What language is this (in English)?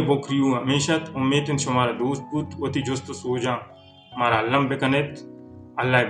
Baluchi